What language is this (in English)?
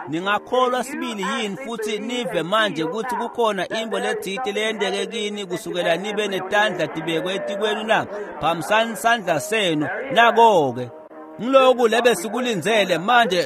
Swati